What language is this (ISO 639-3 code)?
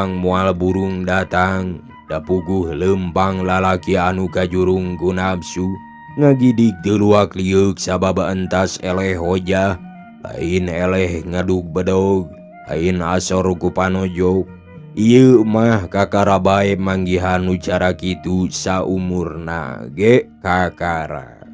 sun